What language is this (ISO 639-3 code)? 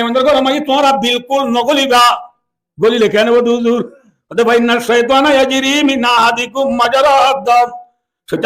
rhg